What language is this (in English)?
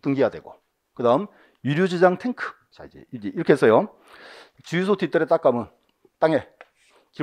Korean